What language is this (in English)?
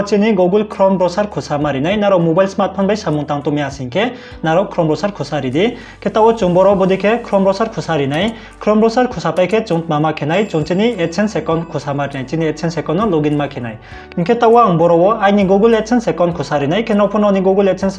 Riang (India)